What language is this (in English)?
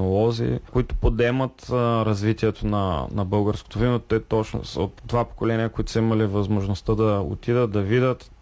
Bulgarian